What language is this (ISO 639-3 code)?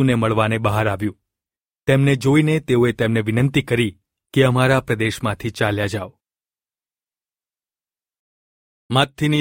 guj